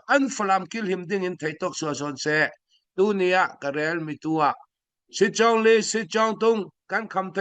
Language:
Falam Chin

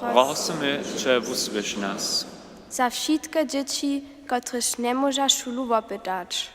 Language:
Upper Sorbian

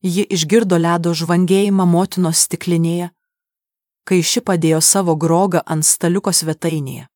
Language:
Lithuanian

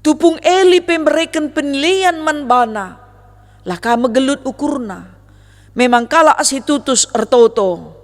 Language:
Batak Karo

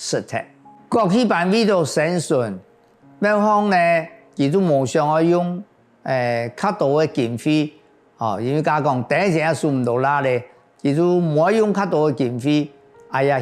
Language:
Hakka Chinese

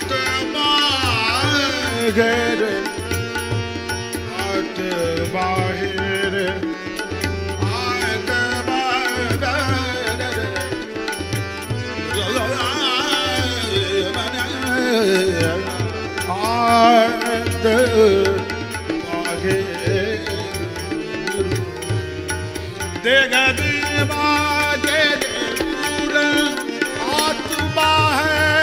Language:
Hindi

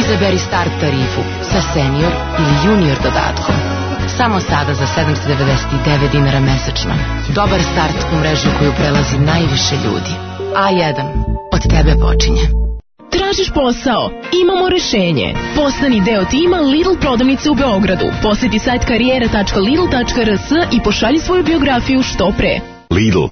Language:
Serbian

